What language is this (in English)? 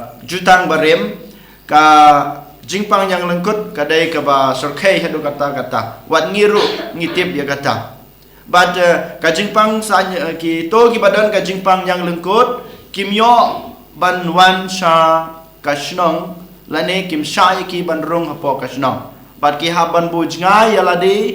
Khasi